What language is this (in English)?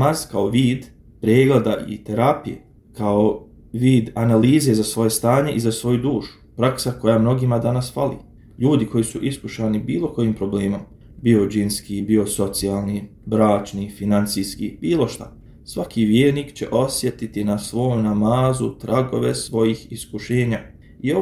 Bosnian